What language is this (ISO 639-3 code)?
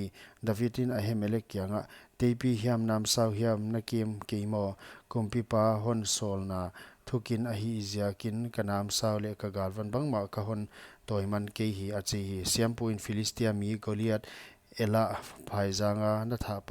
pck